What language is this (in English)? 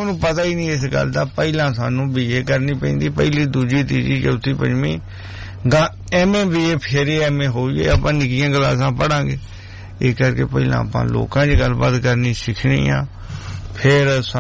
Punjabi